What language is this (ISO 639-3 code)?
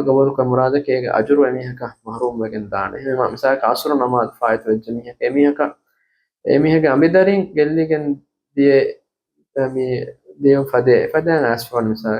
div